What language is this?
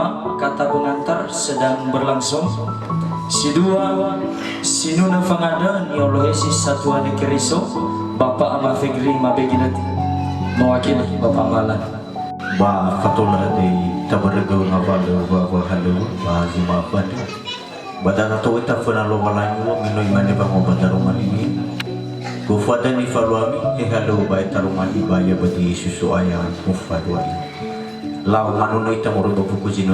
Nias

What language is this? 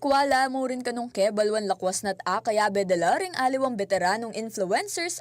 Pampanga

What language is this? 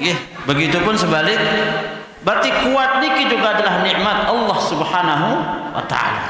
Sasak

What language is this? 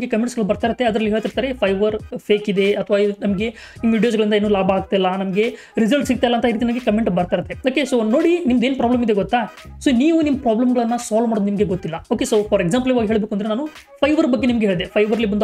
Kannada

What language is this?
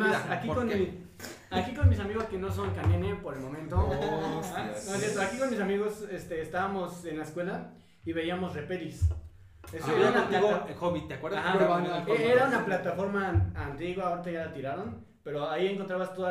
Spanish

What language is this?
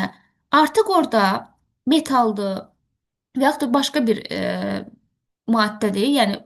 Azerbaijani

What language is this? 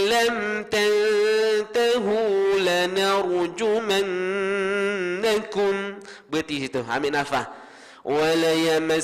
Malay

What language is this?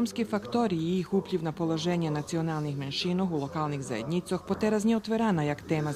Rusyn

